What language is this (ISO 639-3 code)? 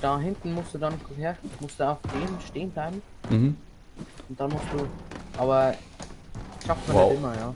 bar